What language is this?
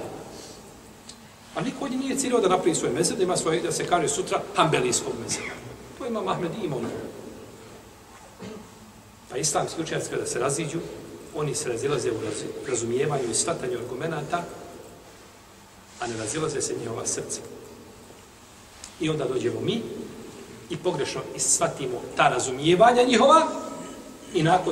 Bosnian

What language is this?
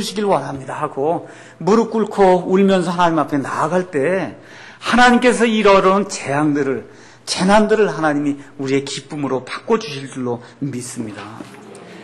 Korean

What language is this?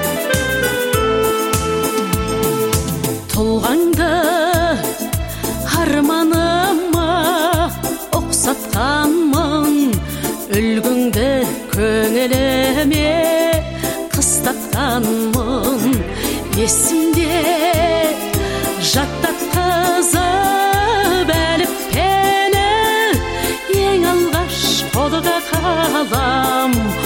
Kazakh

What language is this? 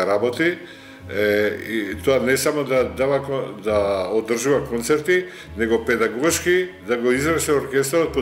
Macedonian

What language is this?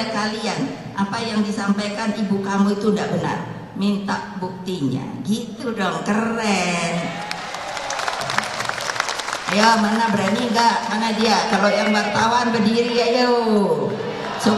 Indonesian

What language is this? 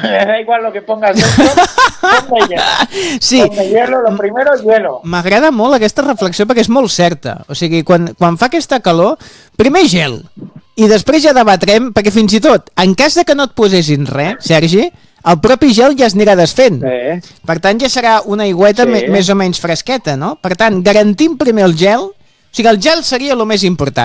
Catalan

